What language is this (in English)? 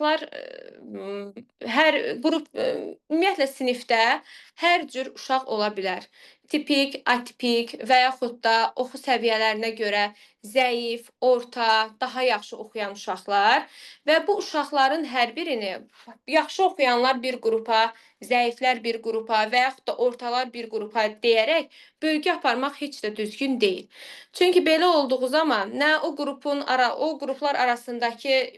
Azerbaijani